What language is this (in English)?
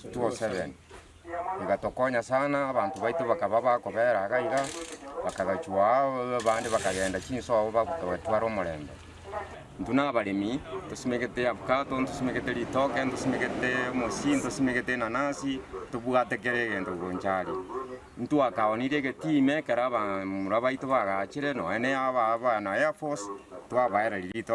Gusii